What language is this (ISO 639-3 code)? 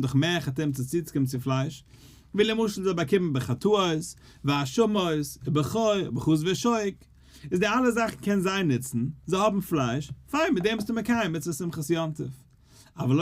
yid